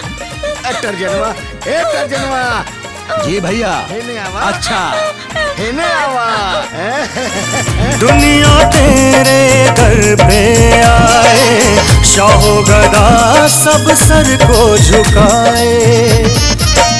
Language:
Bhojpuri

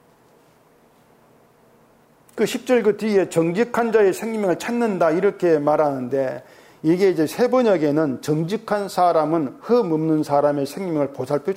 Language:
Korean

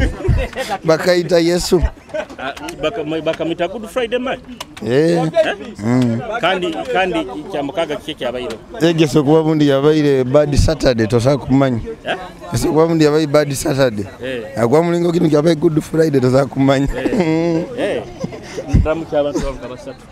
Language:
Nyoro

